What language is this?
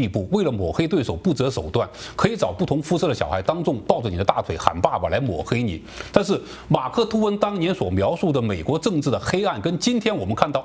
Chinese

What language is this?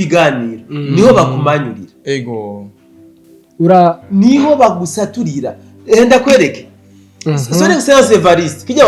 Rundi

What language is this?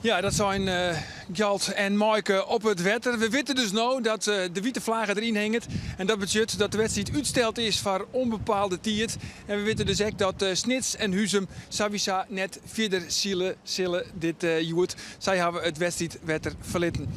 Western Frisian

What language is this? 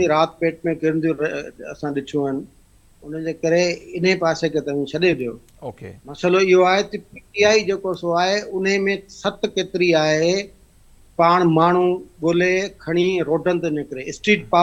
Sindhi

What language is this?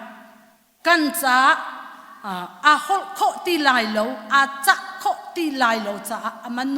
Hakha Chin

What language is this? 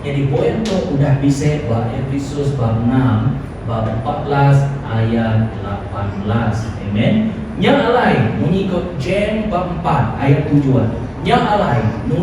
Iban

